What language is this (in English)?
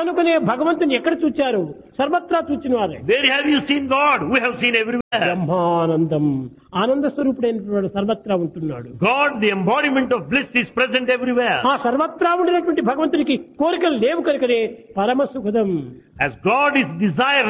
Telugu